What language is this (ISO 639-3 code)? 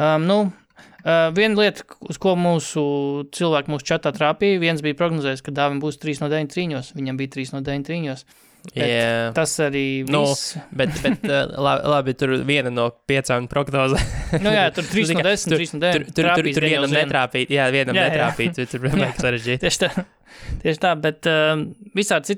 lav